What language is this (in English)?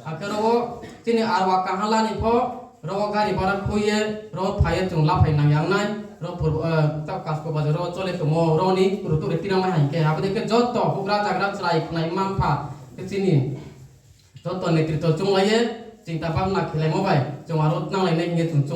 Riang (India)